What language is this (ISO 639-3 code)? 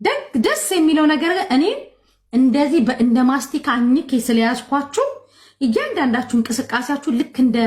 amh